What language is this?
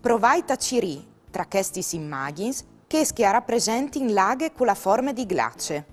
Friulian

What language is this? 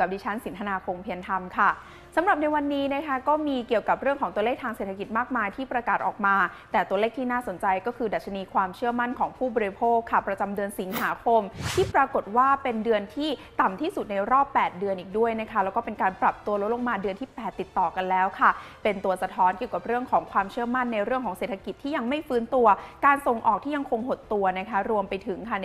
Thai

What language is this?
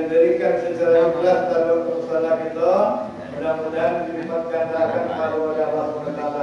Minangkabau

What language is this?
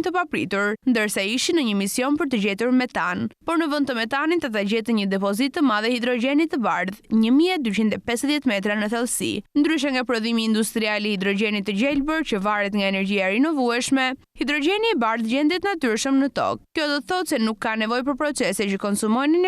Albanian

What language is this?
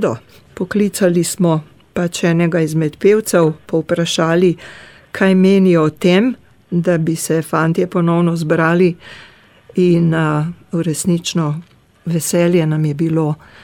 Slovenian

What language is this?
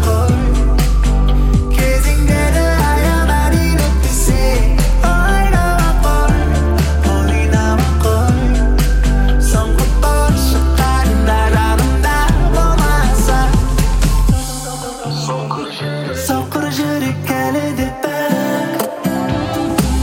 Kazakh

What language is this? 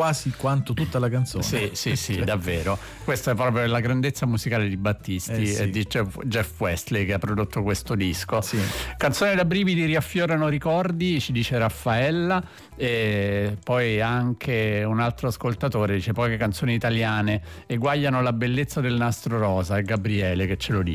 Italian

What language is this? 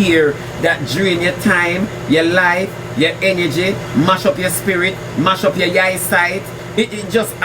Jamaican Creole English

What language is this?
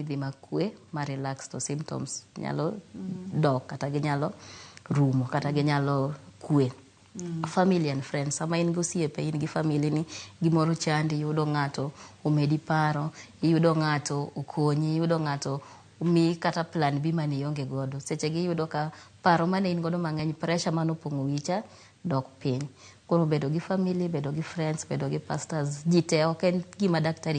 Luo (Kenya and Tanzania)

